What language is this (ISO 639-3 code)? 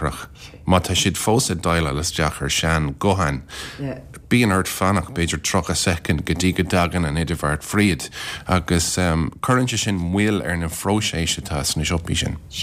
gle